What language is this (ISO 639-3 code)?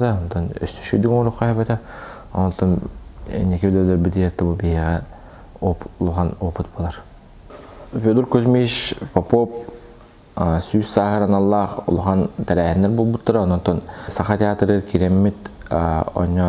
sah